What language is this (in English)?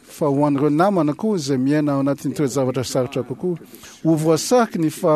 Malagasy